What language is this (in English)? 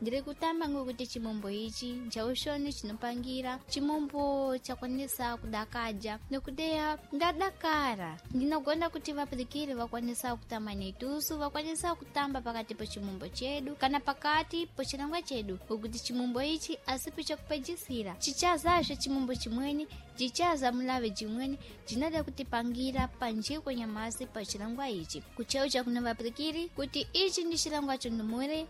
Sena